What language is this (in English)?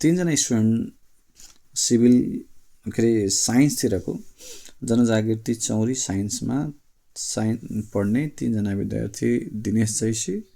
Nepali